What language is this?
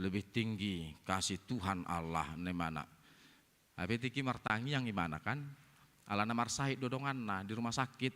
Batak Toba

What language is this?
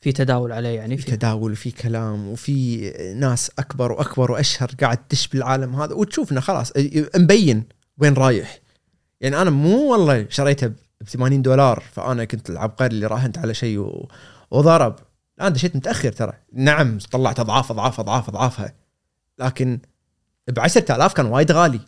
Gulf Arabic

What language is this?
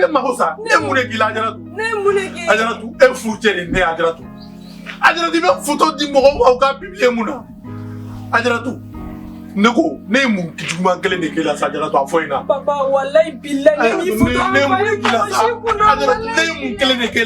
Bambara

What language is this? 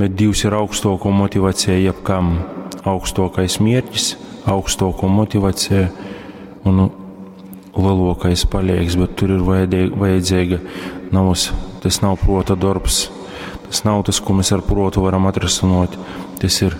Latgalian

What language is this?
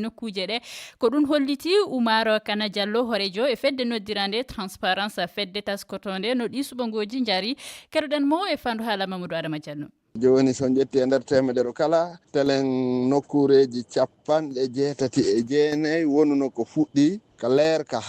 Fula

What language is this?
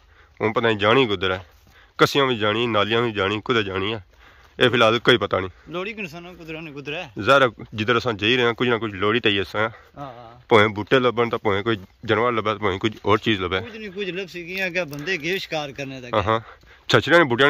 Pahari-Potwari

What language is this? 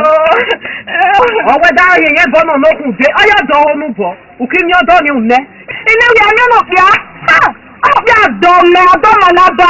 Esan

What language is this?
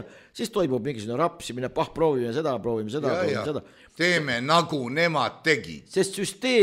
Estonian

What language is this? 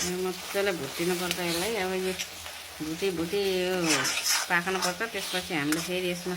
Nepali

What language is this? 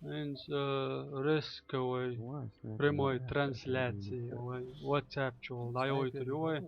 Chechen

